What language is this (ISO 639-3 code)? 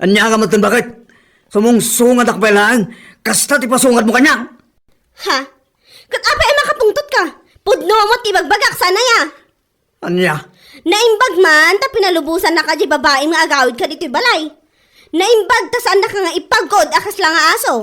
ilo